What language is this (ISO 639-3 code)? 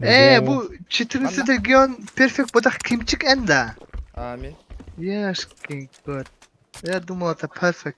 sah